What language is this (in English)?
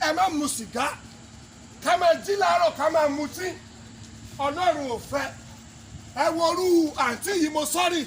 Yoruba